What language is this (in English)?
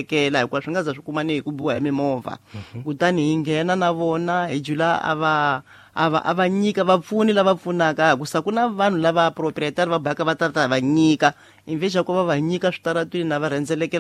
Tsonga